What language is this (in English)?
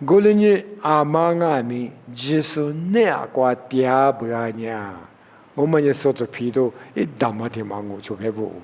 Lisu